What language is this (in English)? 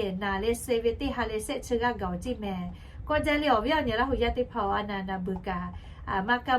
Lahu